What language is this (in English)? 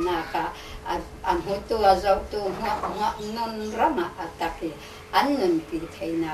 Hakha Chin